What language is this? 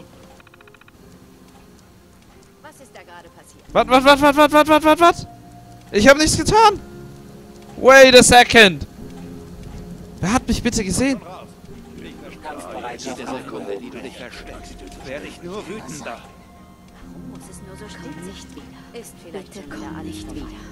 German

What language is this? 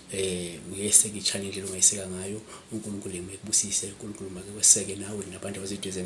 Zulu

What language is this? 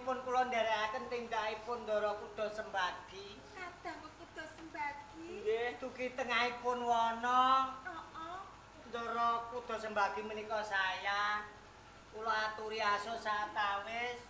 Javanese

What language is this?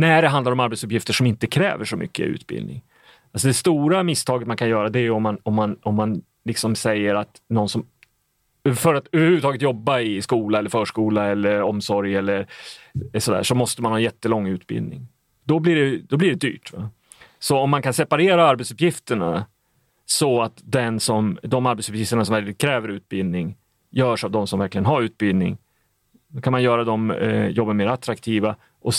Swedish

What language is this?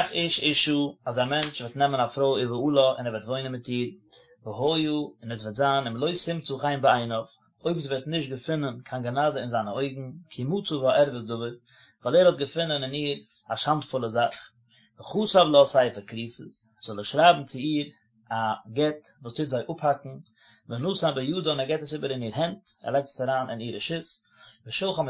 Yiddish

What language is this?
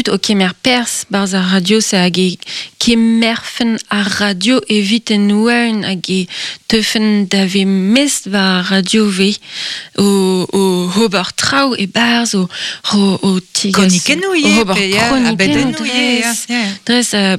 Breton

